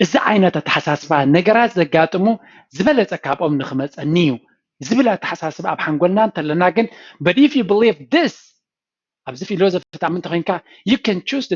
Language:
Tigrinya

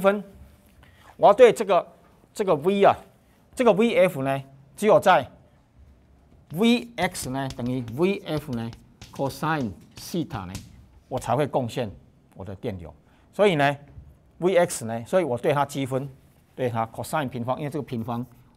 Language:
Chinese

